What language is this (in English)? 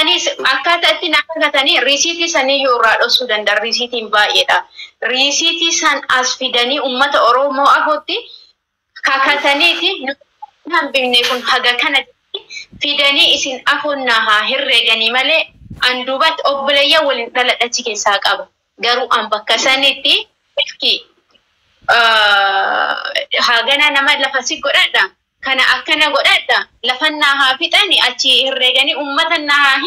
Oromo